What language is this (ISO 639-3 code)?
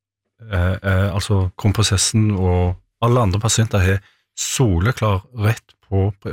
nor